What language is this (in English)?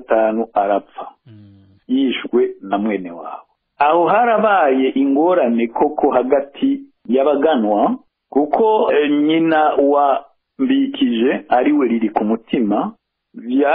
Rundi